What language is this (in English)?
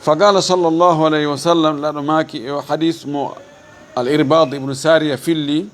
Fula